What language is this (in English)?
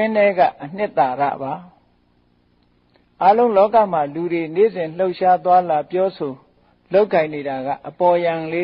Burmese